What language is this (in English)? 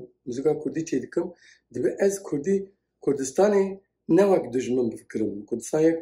Kurdish